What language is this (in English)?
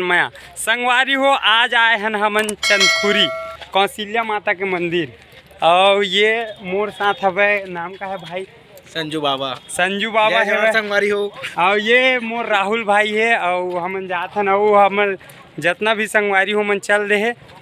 Chhattisgarhi